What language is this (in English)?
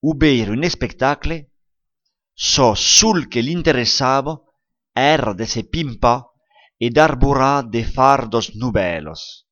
Occitan